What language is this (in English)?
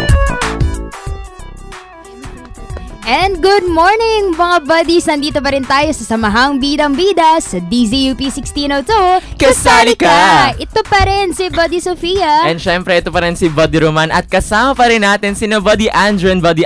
Filipino